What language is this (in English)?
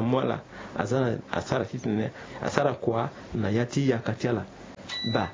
Sango